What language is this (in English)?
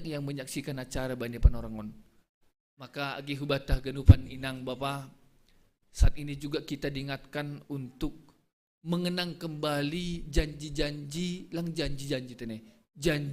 Batak Simalungun